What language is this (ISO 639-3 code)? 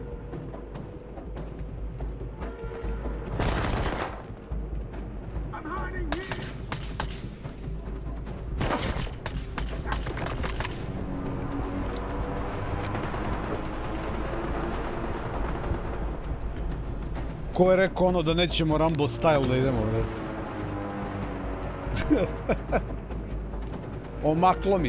srp